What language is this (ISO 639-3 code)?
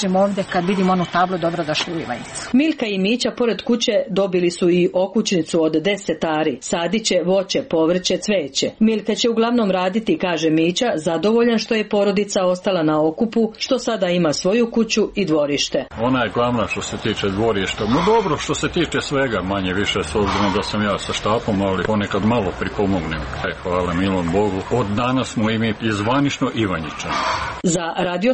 srp